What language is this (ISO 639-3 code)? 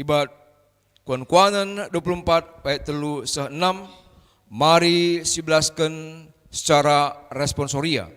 btx